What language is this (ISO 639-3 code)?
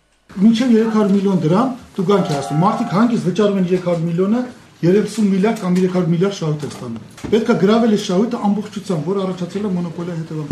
hye